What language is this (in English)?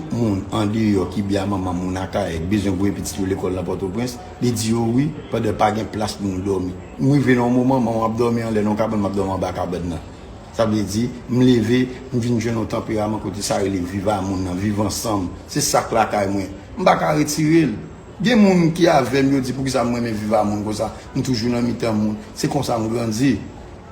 Haitian Creole